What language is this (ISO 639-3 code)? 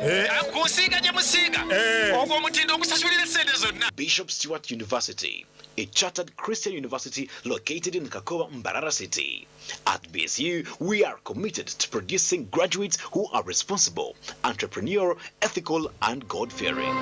nyn